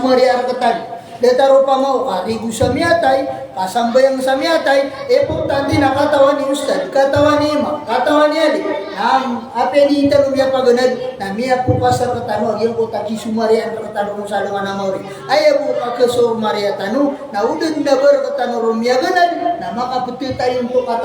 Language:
Maranao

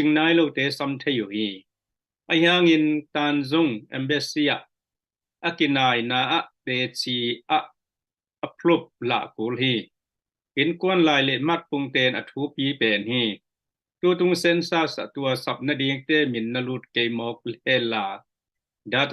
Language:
Tedim Chin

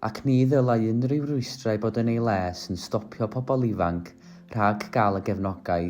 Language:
Welsh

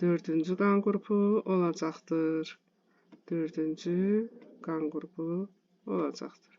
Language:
Azerbaijani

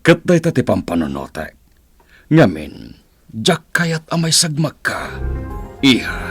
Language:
Iloko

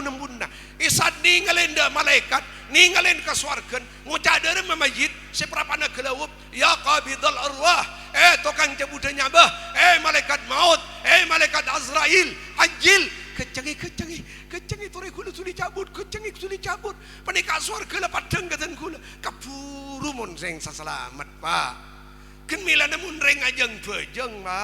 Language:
Madurese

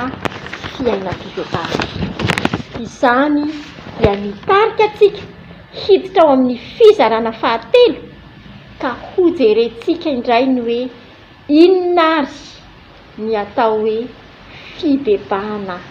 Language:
Malagasy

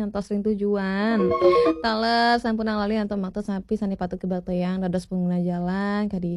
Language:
Balinese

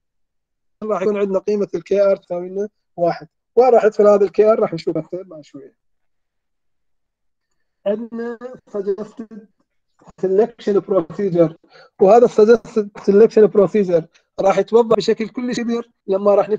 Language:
Mesopotamian Arabic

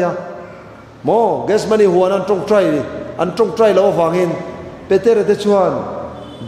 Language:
Mizo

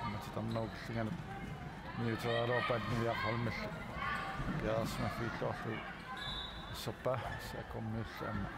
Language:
Kalaallisut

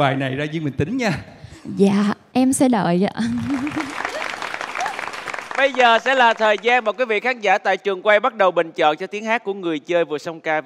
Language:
Vietnamese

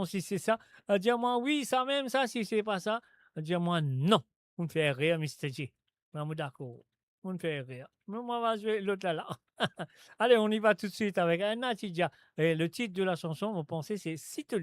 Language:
Morisyen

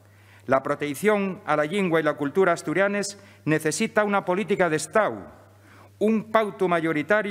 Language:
Asturian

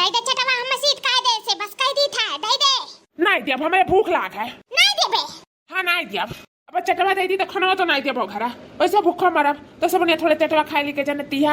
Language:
Awadhi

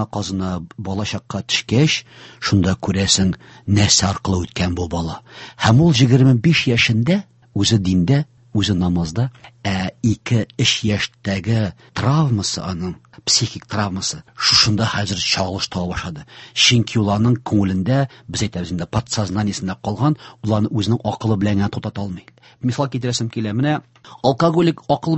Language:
Tatar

